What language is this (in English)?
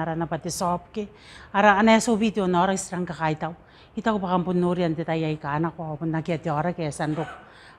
Gilbertese